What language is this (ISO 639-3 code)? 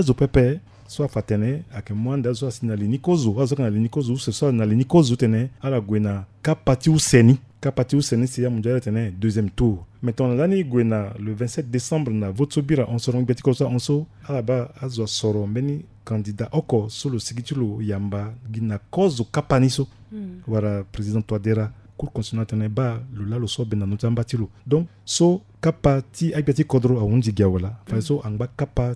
sag